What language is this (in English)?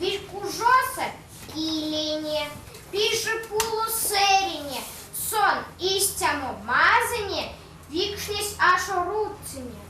Erzya